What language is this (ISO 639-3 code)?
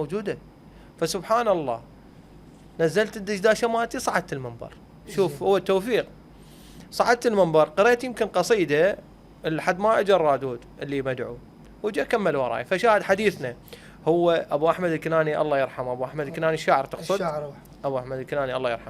acm